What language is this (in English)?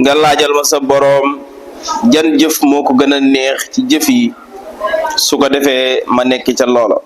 Wolof